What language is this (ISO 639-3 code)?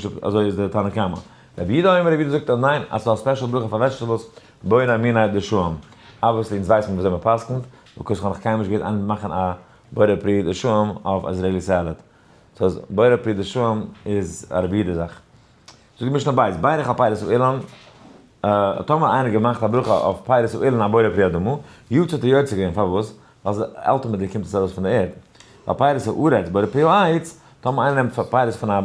yid